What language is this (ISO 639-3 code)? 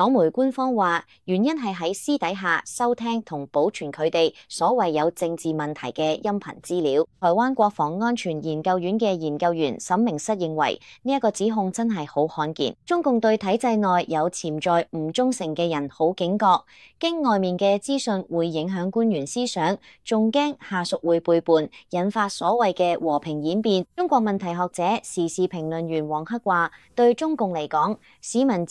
yue